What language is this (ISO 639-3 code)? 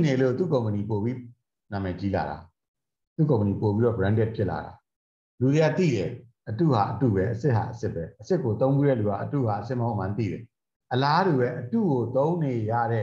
mya